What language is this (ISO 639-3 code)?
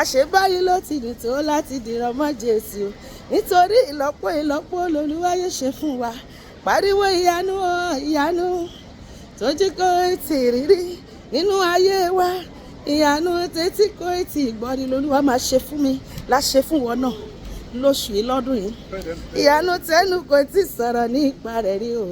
yor